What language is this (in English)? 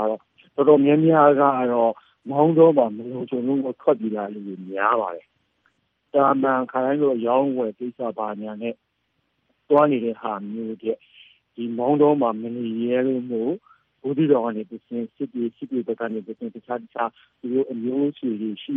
Burmese